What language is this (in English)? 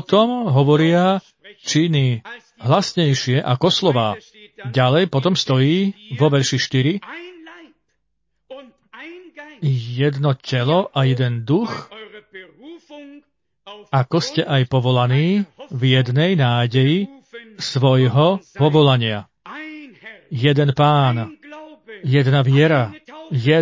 Slovak